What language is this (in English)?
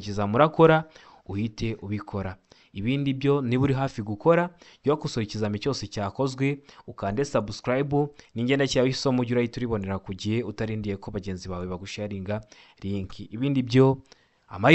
Kinyarwanda